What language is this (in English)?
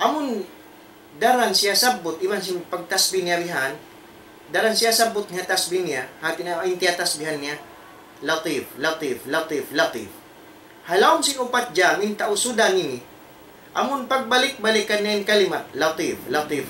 Tausug